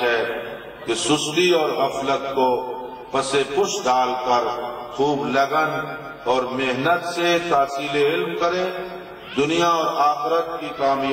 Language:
Urdu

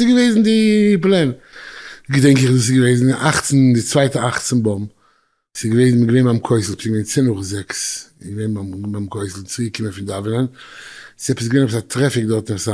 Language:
Yiddish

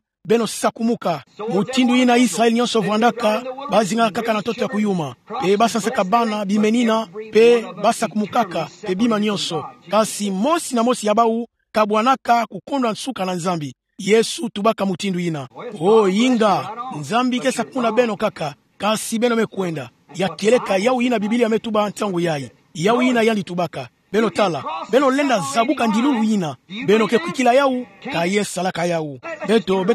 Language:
Kituba (Democratic Republic of Congo)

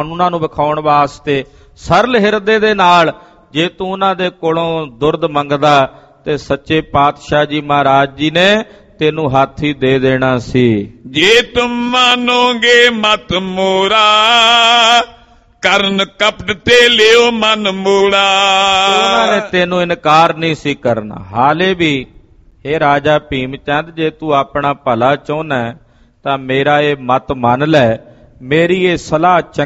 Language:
Punjabi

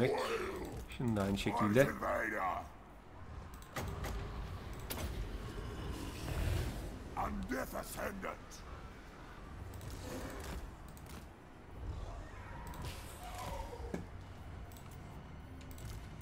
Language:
Turkish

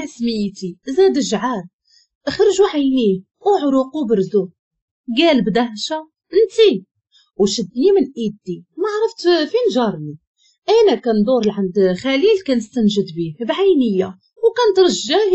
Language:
Moroccan Arabic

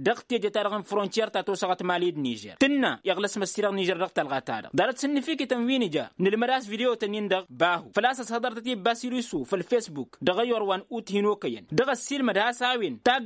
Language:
Tamasheq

